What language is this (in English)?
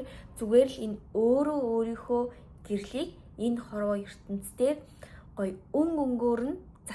Mongolian